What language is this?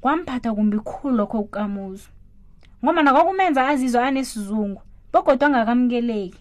South Ndebele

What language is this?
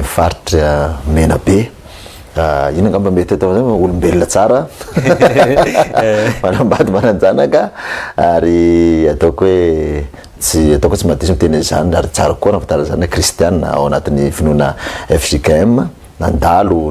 Malagasy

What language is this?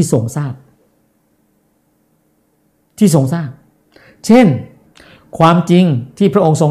Thai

